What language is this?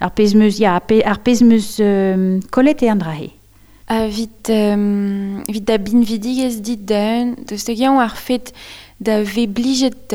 Breton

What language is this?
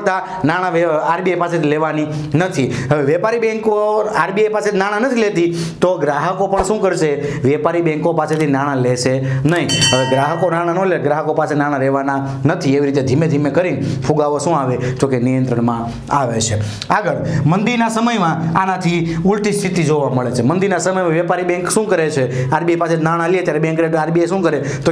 Gujarati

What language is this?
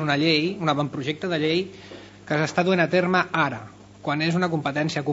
Catalan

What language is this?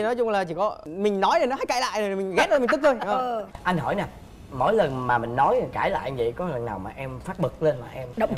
Vietnamese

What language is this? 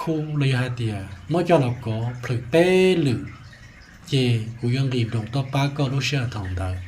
Hmong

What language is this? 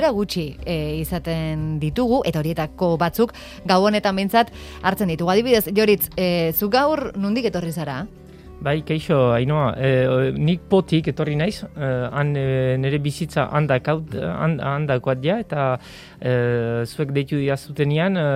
Basque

